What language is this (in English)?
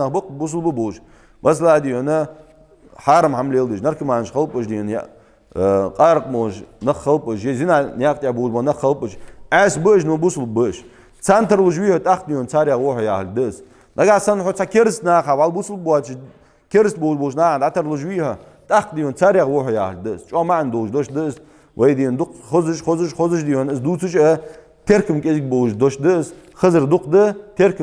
Ingush